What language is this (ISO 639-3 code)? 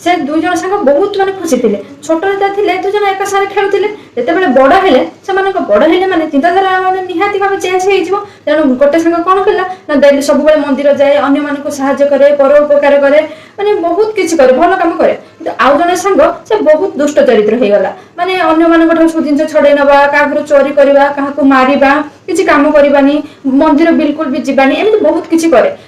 ori